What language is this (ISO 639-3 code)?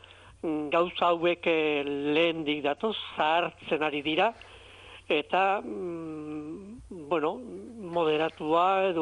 eus